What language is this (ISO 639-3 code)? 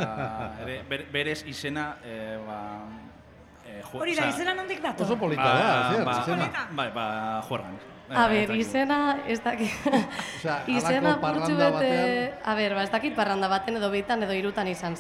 eus